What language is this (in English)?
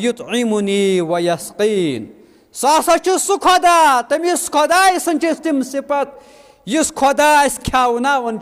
Kashmiri